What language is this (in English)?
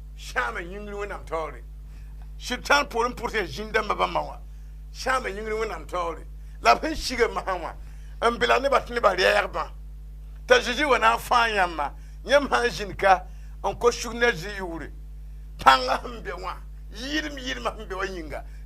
Mossi